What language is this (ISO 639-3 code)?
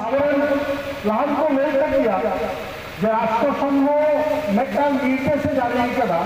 sat